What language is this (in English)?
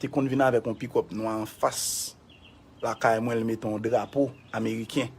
Haitian Creole